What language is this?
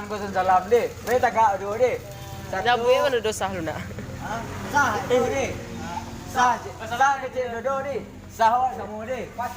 Minangkabau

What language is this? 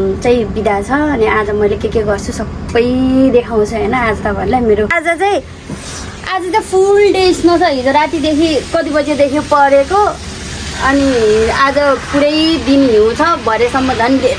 Nepali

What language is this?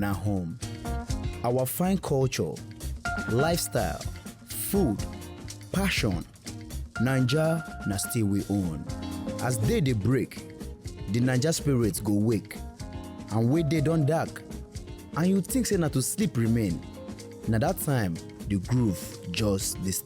Nigerian Pidgin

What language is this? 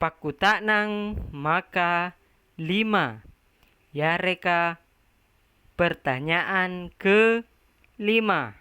Makasar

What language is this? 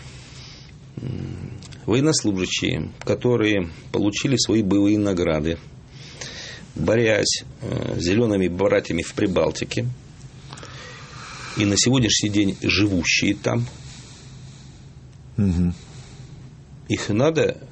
Russian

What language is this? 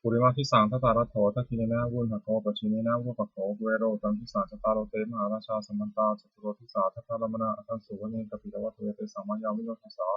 Pali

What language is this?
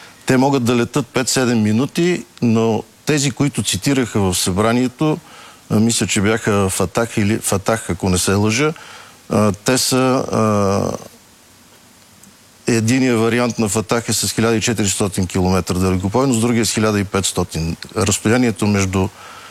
Bulgarian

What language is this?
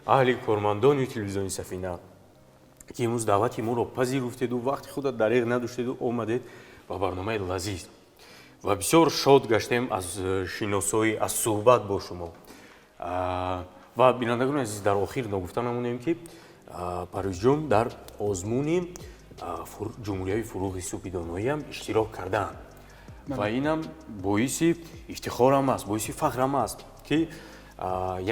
Tajik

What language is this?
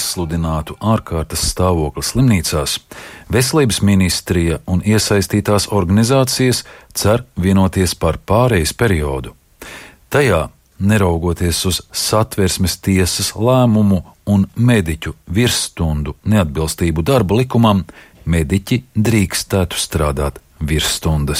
Latvian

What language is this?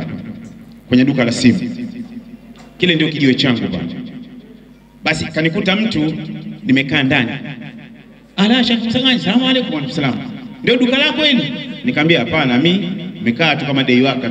Swahili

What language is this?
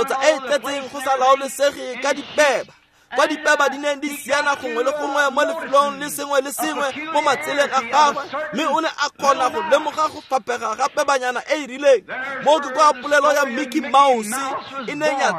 Tswana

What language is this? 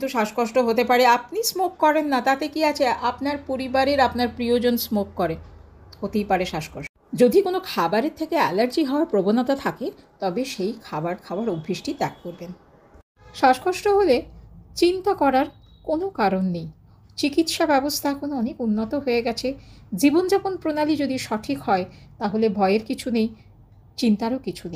Bangla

